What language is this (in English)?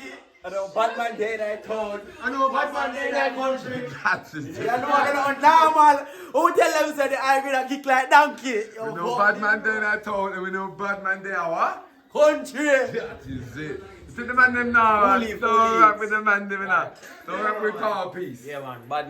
Jamaican Creole English